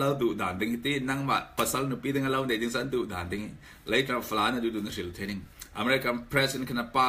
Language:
Falam Chin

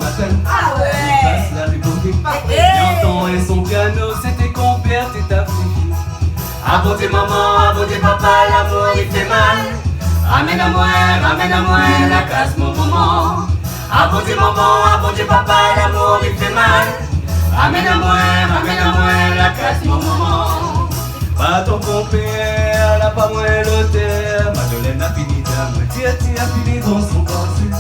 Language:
Réunion Creole French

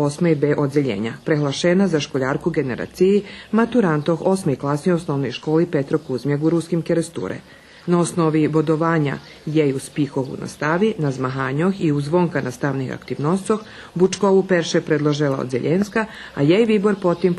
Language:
Rusyn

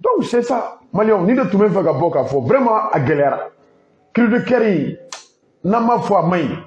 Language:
Bambara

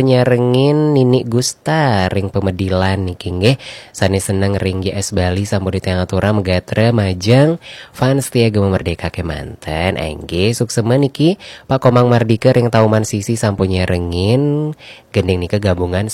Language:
Balinese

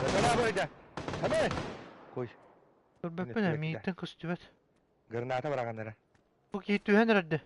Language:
Yakut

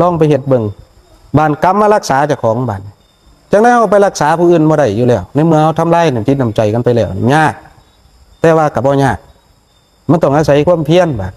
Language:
Northeastern Thai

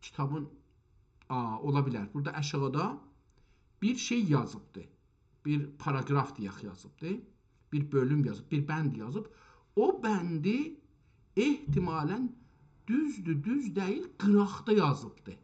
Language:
South Azerbaijani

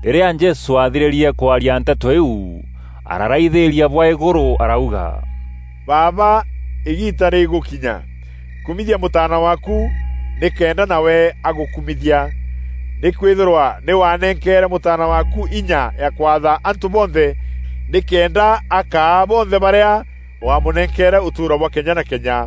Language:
Meru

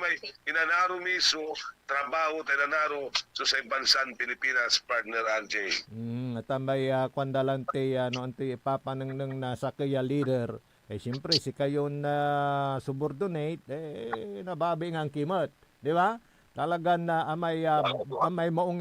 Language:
Pangasinan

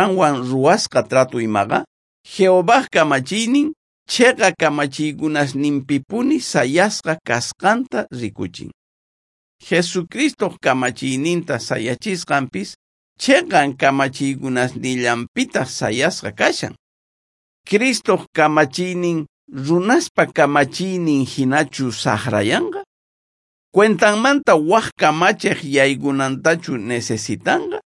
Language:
South Bolivian Quechua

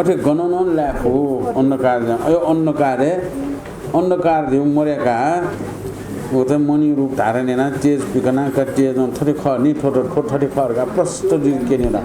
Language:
Newari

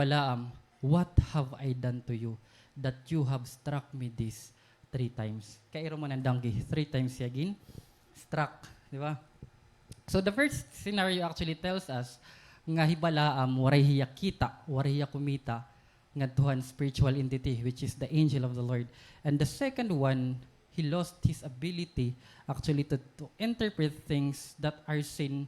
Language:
Waray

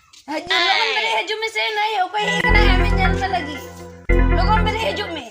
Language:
Santali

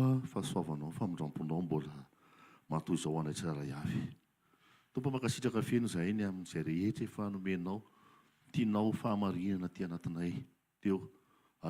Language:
Malagasy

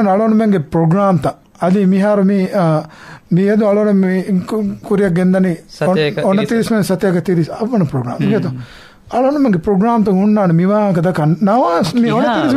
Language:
Divehi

